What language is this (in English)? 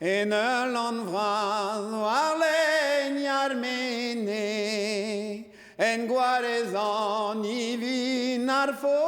Breton